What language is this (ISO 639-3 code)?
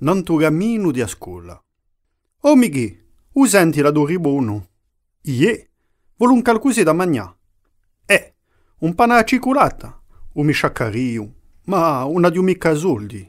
cos